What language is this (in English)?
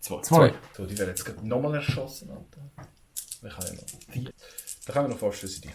Swiss German